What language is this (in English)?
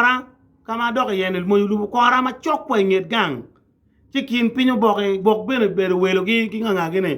Acoli